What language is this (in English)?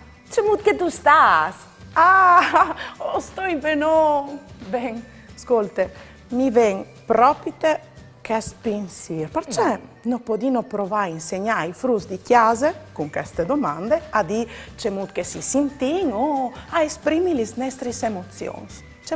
Friulian